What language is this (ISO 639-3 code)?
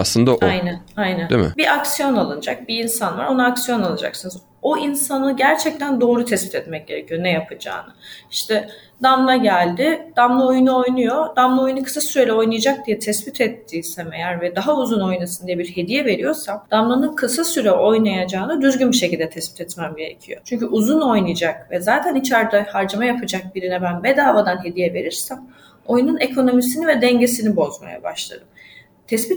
tur